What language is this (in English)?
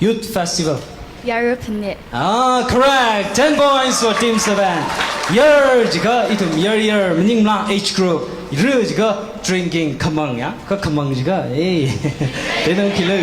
Tangkhul Naga (India)